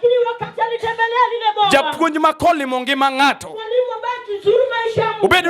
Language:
Luo (Kenya and Tanzania)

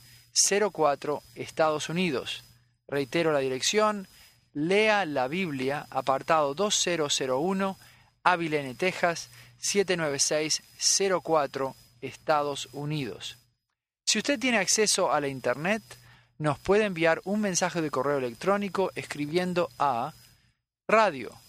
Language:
Spanish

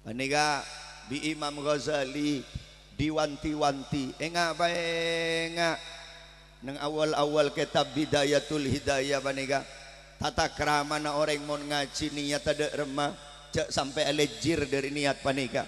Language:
Madurese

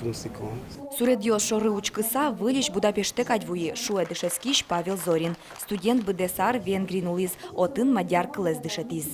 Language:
Udmurt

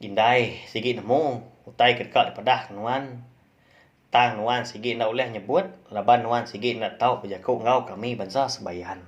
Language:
Iban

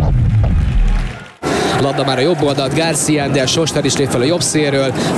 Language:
Hungarian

